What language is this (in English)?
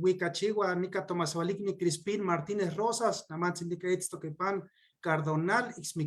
Eastern Huasteca Nahuatl